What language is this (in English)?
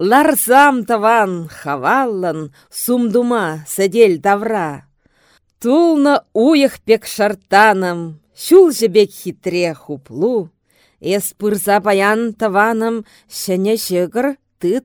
Chuvash